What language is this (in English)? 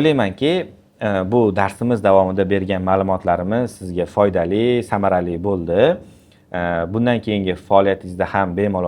Uzbek